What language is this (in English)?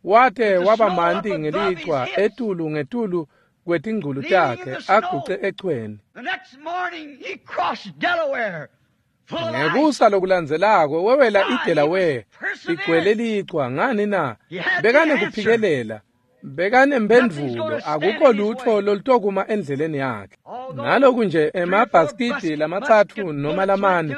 Swati